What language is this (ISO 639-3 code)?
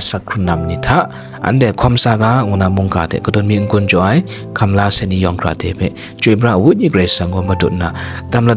kac